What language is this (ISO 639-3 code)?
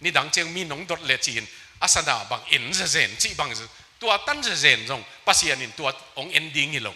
ctd